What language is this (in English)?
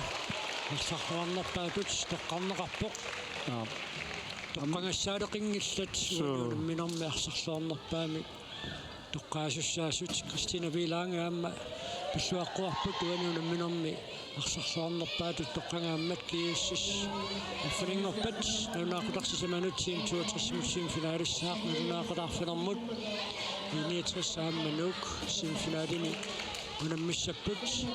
Kalaallisut